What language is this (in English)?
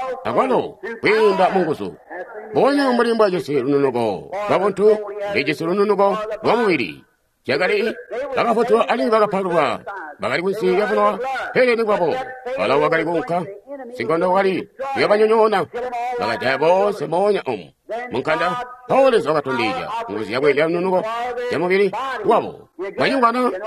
Tonga (Zambia)